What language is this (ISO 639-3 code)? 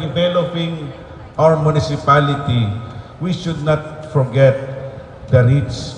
bik